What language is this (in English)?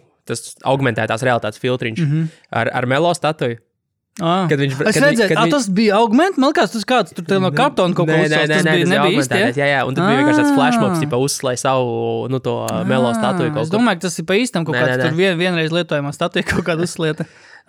Latvian